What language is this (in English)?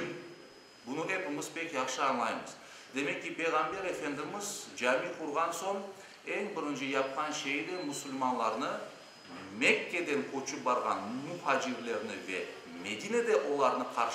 Crimean Tatar